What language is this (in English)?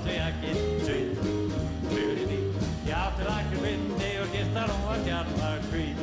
Icelandic